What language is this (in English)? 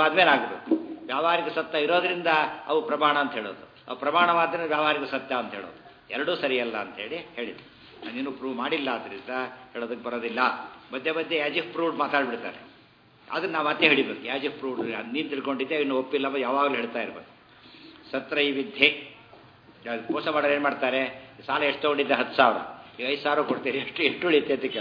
Kannada